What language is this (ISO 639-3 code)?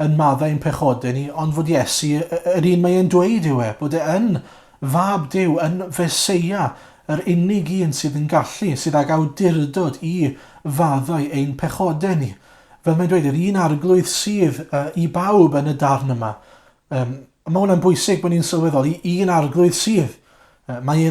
cym